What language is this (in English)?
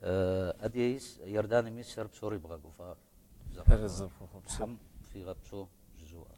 Kabardian